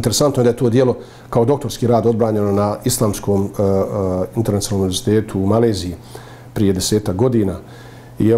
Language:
Bosnian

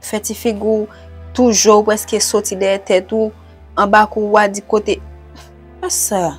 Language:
Haitian Creole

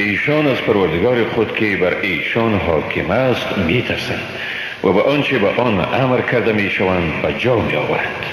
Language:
Persian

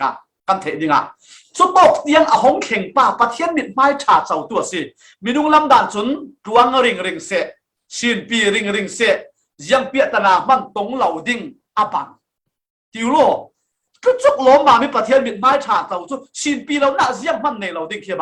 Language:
Falam Chin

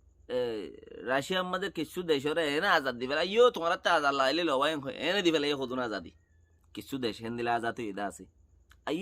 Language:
Rohingya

